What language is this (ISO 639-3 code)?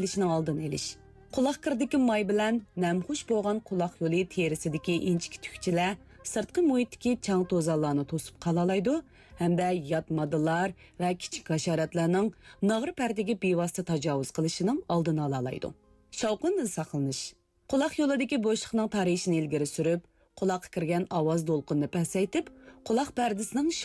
uig